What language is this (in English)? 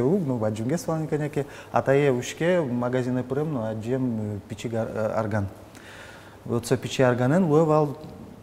Udmurt